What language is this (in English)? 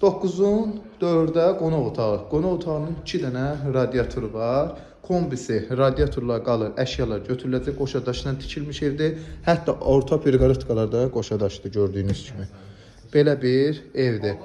Azerbaijani